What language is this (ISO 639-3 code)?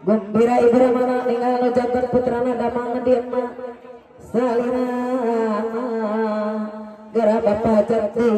sun